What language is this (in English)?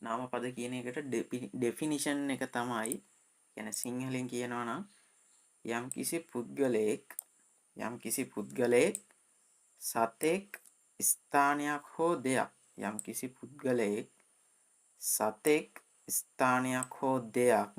Sinhala